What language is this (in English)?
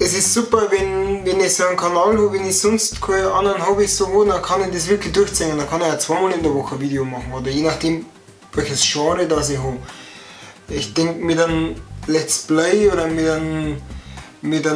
Bavarian